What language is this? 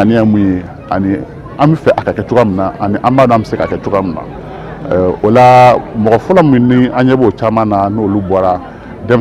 Bambara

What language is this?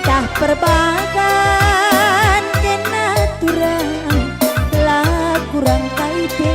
Batak Karo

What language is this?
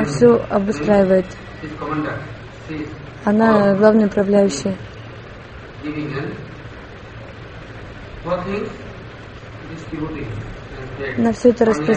Russian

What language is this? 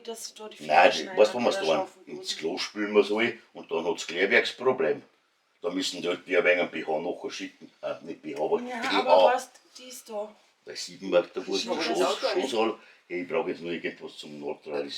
Bavarian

